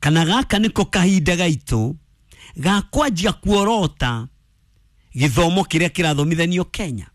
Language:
Kikuyu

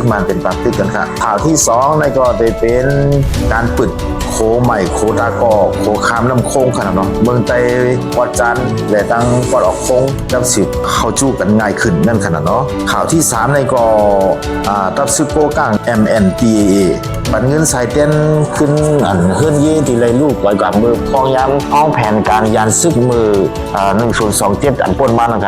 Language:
Shan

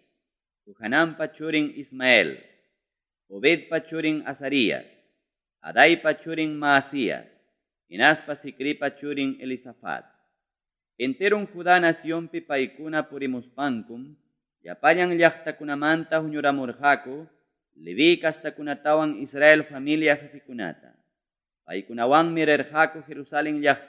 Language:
Ayacucho Quechua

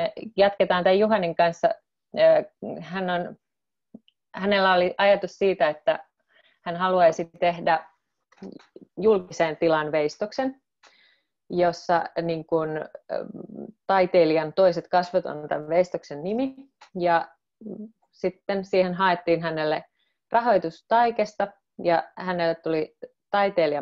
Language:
Finnish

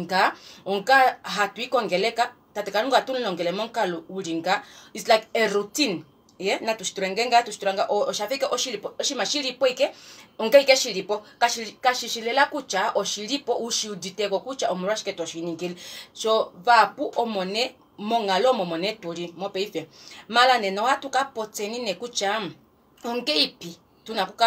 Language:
Kuanyama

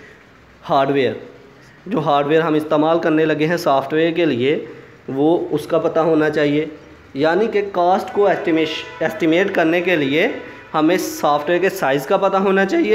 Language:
Hindi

